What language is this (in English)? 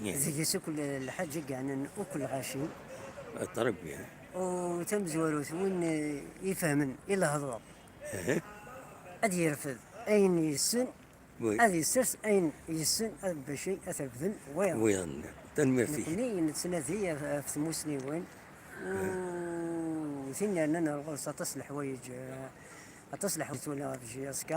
Kabyle